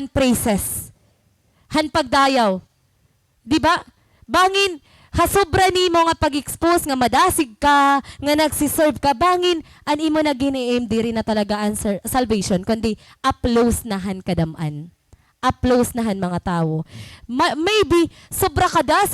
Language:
Waray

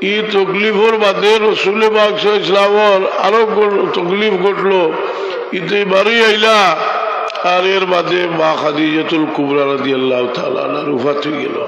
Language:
Sylheti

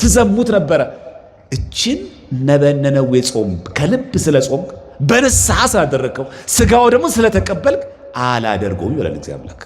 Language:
Amharic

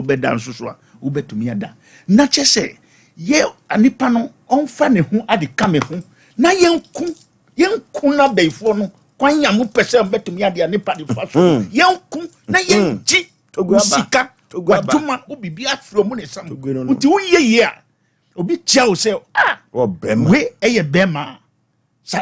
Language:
Akan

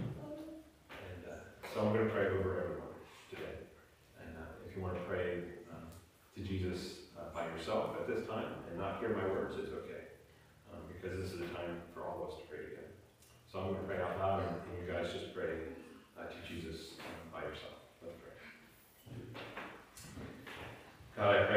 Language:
English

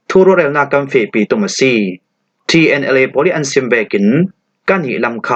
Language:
Falam Chin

